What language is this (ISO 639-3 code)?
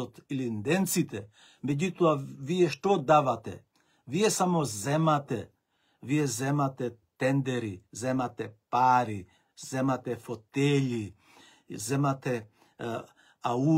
mkd